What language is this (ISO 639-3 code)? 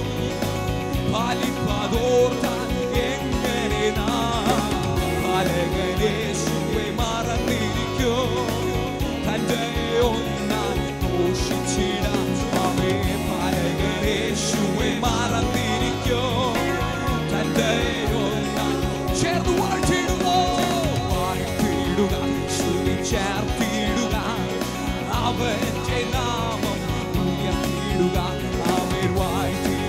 mal